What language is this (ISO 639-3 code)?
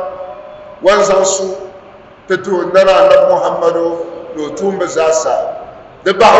dag